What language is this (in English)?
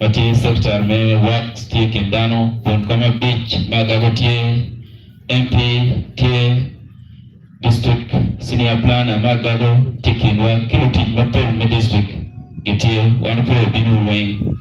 Acoli